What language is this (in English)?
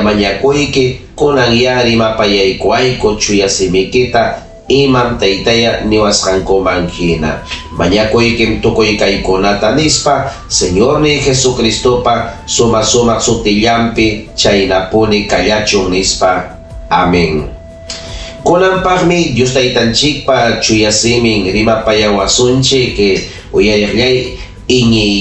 Ayacucho Quechua